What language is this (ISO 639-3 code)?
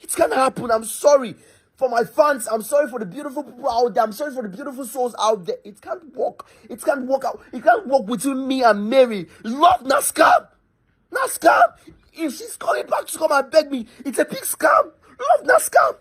pcm